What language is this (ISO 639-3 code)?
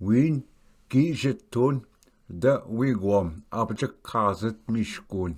oji